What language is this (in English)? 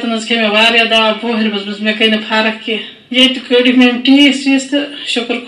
Kashmiri